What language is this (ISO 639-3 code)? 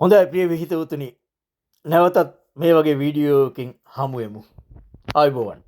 sin